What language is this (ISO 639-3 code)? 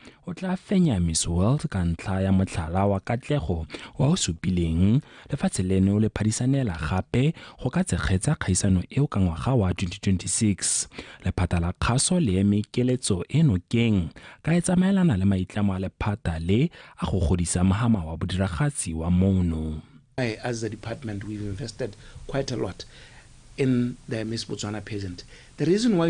tsn